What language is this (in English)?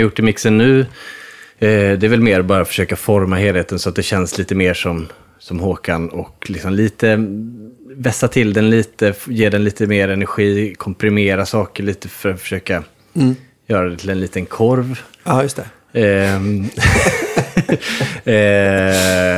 Swedish